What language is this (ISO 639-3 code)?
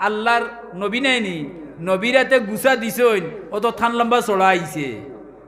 syl